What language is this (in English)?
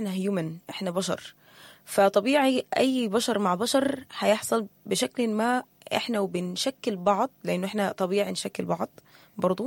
Sudanese Arabic